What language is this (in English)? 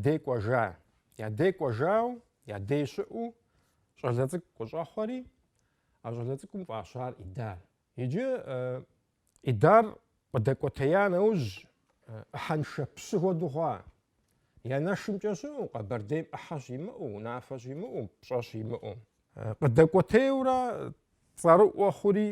Kabardian